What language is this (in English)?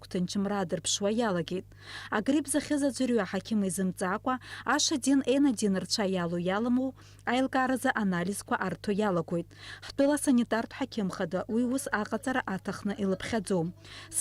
Abkhazian